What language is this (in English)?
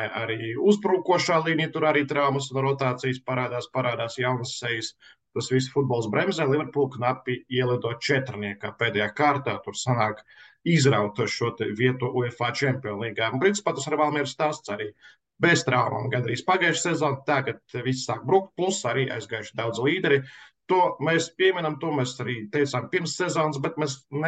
Latvian